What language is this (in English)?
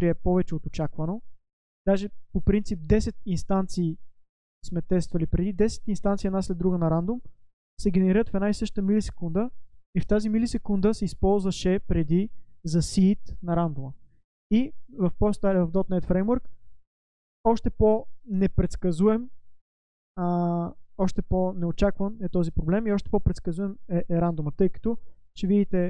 Bulgarian